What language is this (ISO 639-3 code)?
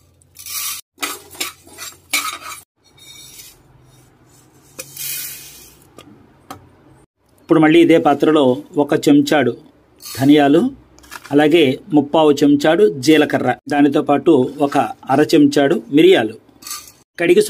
tel